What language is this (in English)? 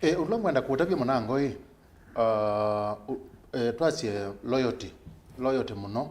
Kamba